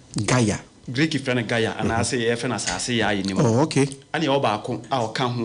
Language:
Akan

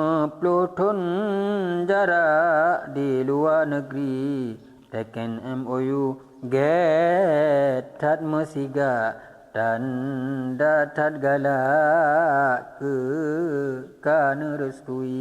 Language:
Achinese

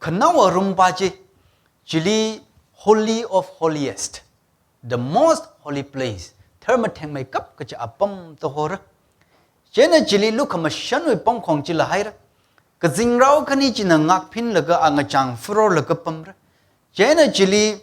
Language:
Tangkhul Naga (India)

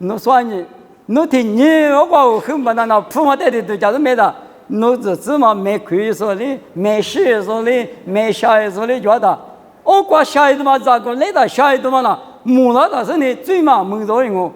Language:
Lisu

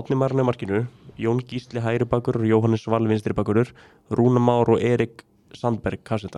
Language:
Icelandic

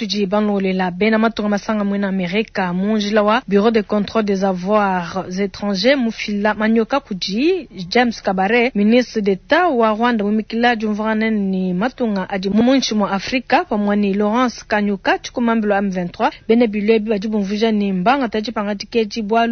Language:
Luba-Lulua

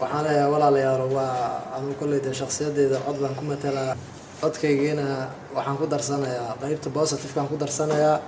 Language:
Somali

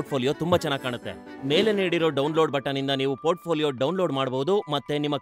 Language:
Kannada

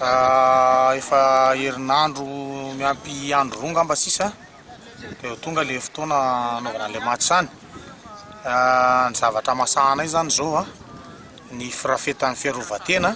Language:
Malagasy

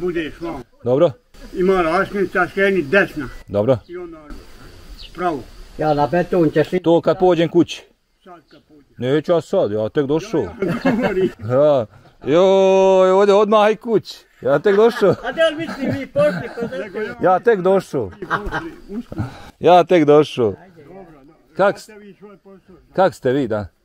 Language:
Bosnian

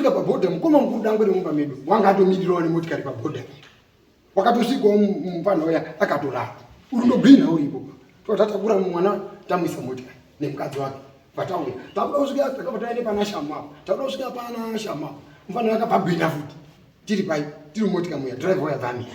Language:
Shona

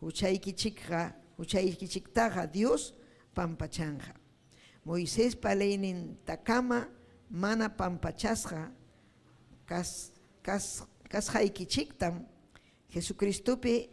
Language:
Ayacucho Quechua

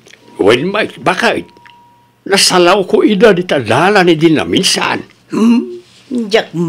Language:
Iloko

